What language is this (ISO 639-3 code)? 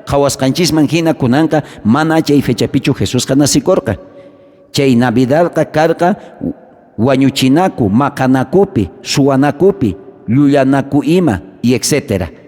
quh